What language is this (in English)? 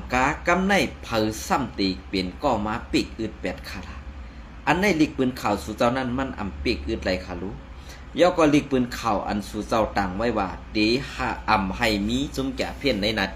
Shan